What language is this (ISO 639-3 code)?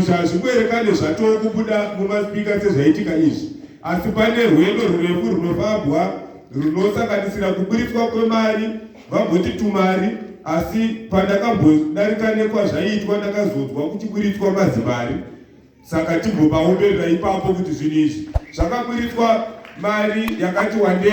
sna